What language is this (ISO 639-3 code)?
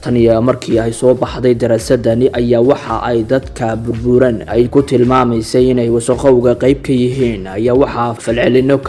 som